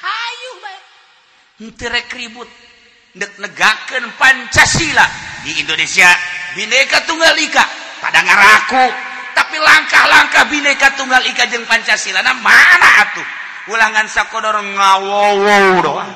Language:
Sundanese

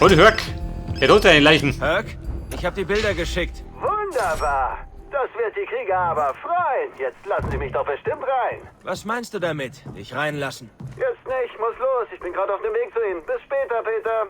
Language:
Bavarian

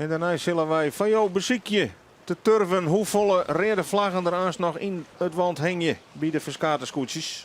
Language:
Western Frisian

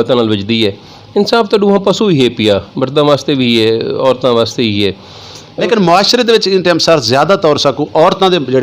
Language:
Saraiki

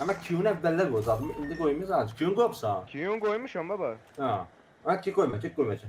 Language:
South Azerbaijani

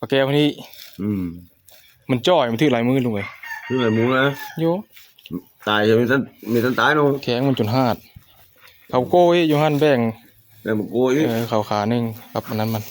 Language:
Northeastern Thai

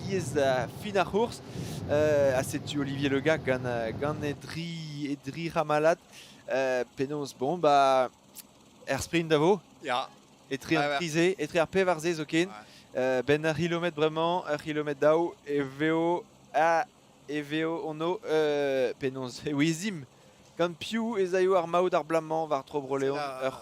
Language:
Breton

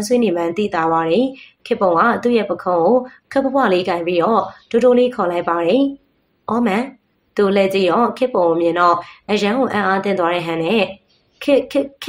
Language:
Burmese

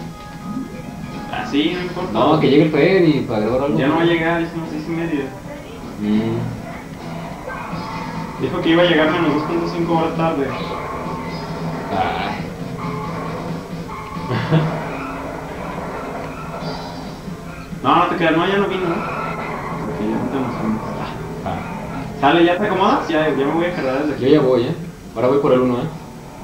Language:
Spanish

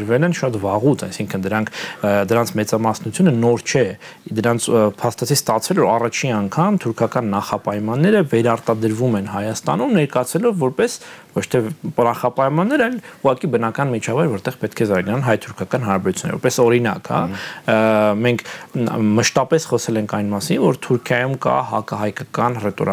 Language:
Armenian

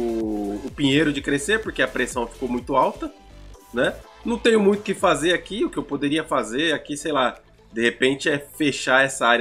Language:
Portuguese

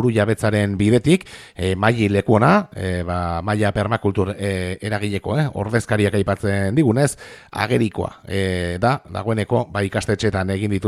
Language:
Basque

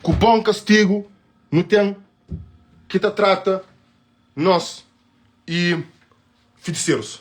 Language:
Kabuverdianu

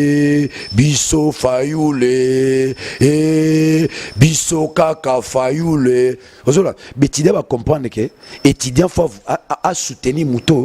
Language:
Lingala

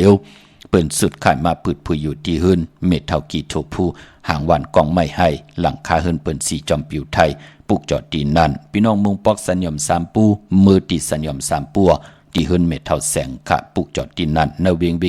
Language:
Shan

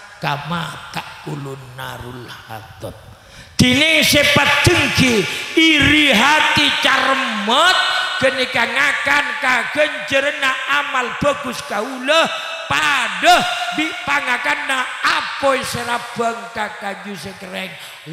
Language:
Madurese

